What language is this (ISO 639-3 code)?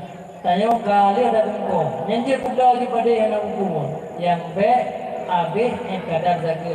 ace